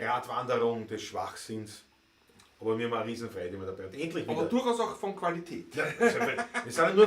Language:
Bavarian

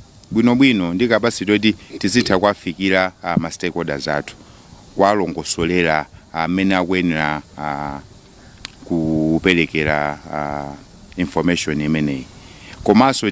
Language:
Nyanja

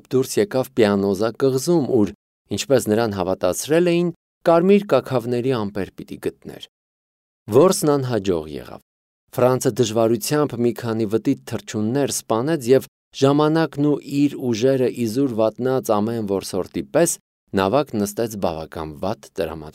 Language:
Armenian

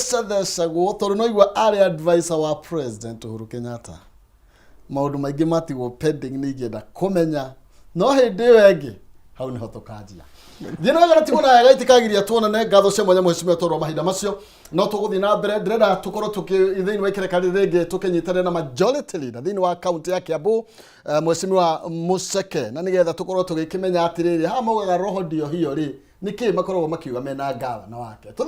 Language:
Kikuyu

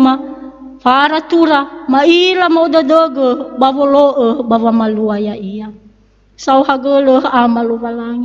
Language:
Nias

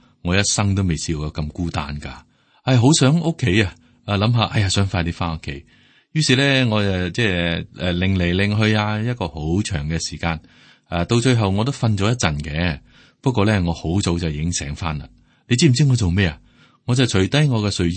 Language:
Cantonese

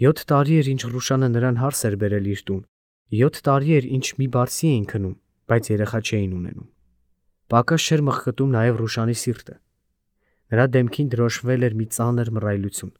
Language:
Armenian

